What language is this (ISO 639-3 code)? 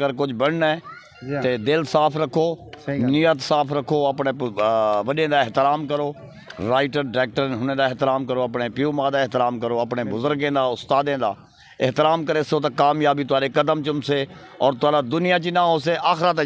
skr